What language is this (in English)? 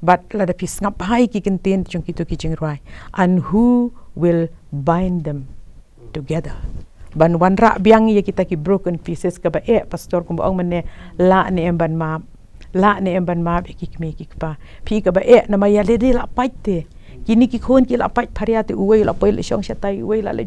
Khasi